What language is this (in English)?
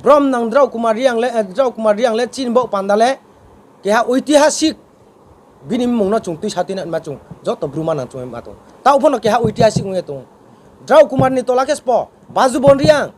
Riang (India)